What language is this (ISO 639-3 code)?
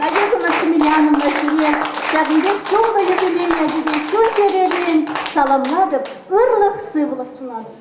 chv